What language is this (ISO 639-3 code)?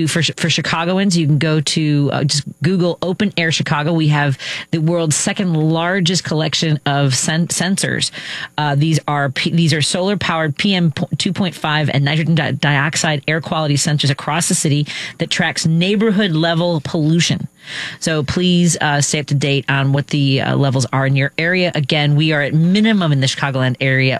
eng